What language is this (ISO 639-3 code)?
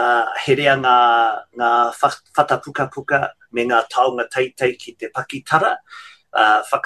mri